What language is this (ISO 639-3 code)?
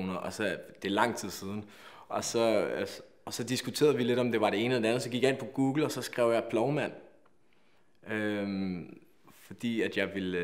dan